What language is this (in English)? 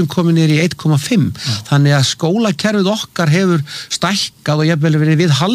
Icelandic